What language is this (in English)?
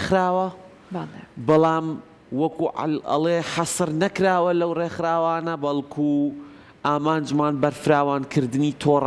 Central Kurdish